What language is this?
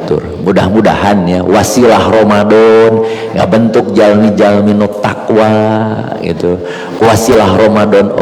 Sundanese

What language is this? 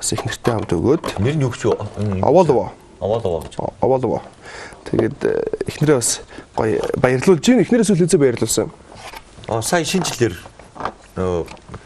Mongolian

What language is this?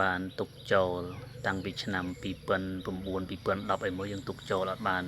Khmer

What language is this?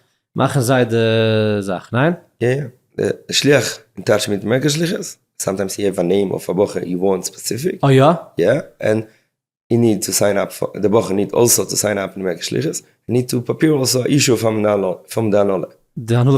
Yiddish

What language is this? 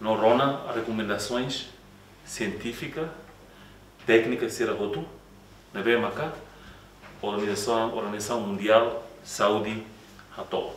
Tetum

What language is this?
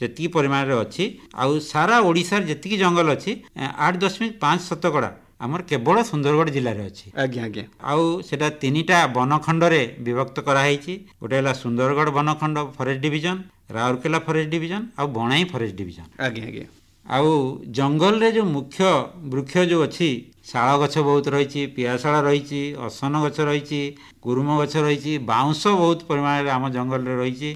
Odia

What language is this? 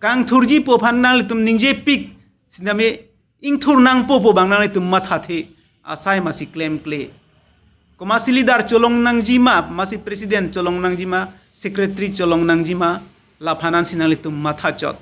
Karbi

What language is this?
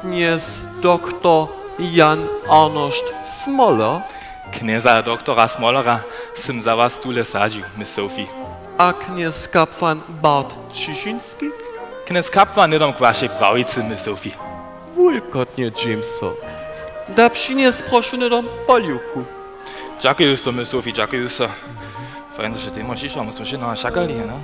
Upper Sorbian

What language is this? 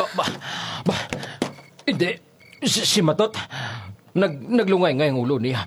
Hiligaynon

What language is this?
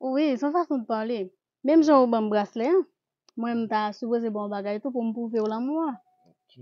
Haitian Creole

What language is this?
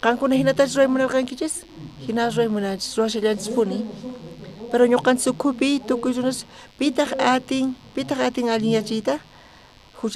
South Bolivian Quechua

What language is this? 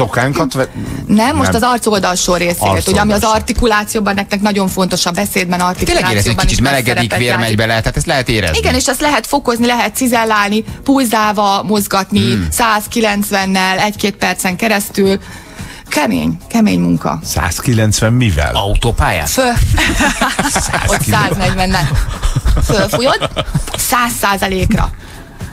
Hungarian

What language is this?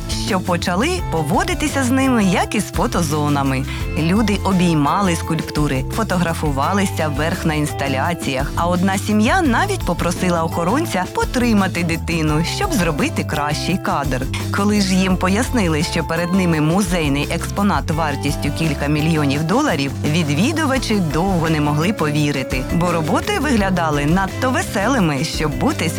Ukrainian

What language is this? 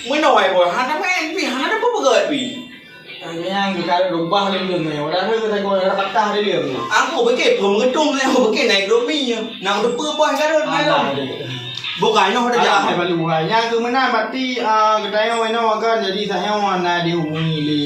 Achinese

